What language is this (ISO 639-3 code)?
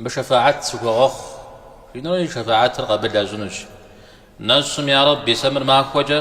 kbd